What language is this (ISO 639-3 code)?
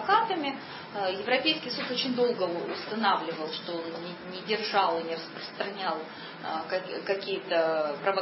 rus